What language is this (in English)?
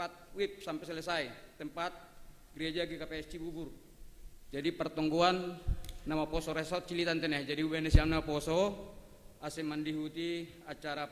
Batak Simalungun